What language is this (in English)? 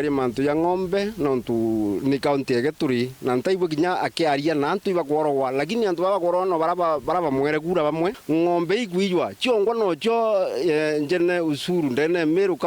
Meru